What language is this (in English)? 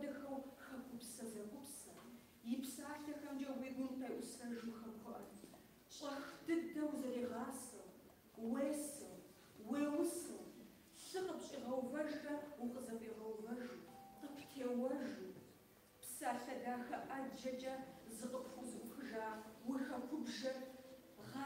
Kabardian